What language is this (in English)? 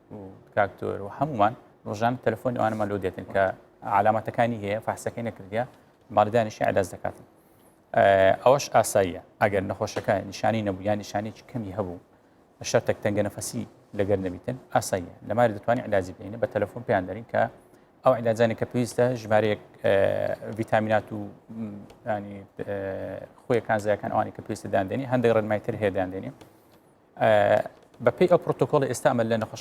Central Kurdish